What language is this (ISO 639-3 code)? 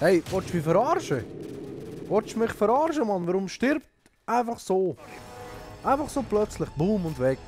gsw